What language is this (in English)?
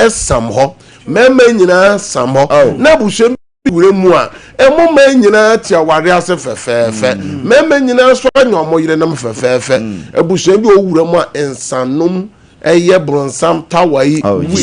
Akan